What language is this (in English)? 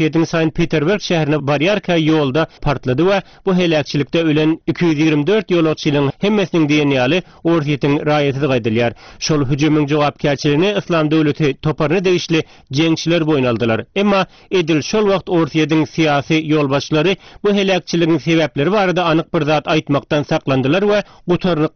Turkmen